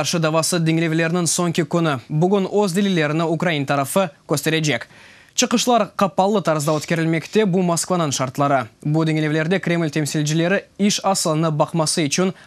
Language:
Crimean Tatar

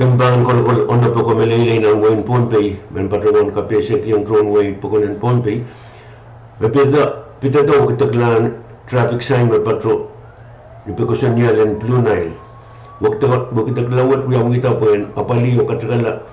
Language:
Pohnpeian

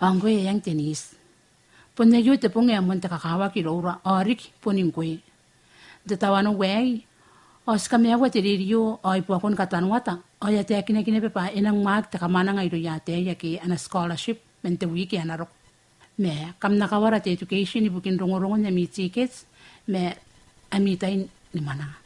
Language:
Gilbertese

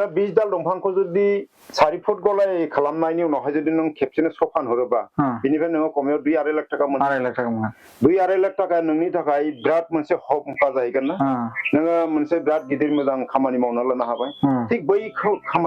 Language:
Bodo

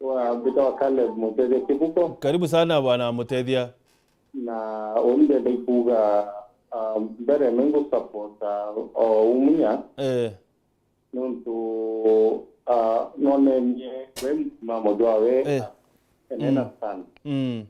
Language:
Meru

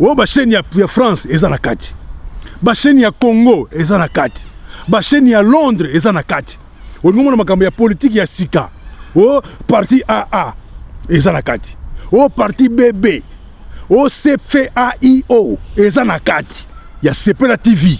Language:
Lingala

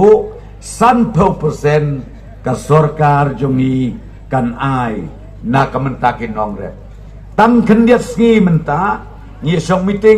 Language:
Khasi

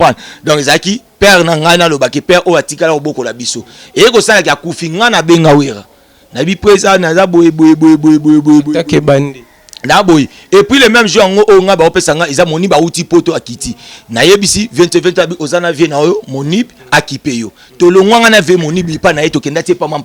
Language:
Lingala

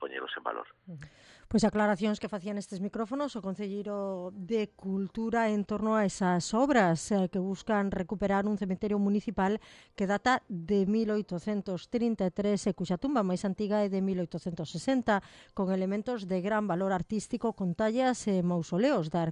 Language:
Galician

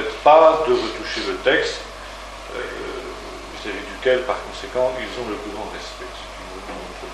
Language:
French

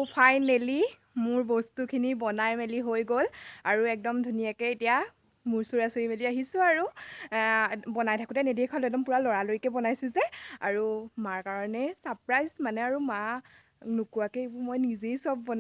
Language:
Assamese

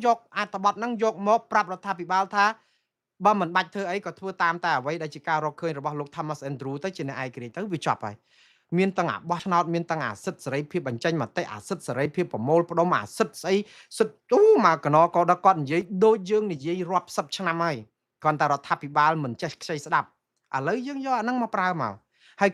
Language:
Khmer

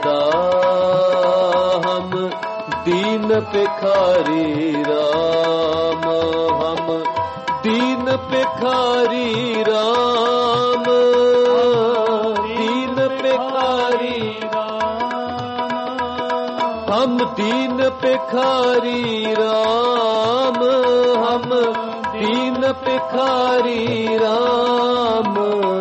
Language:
Punjabi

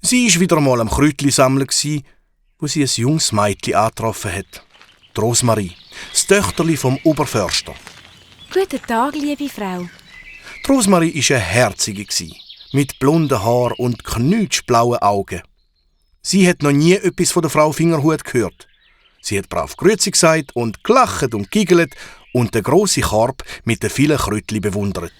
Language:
Swiss German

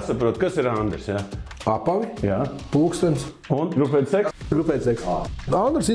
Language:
Latvian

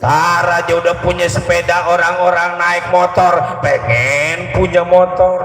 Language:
Betawi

